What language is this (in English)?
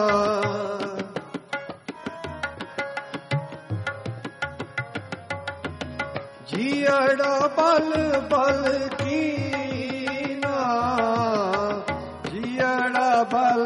Punjabi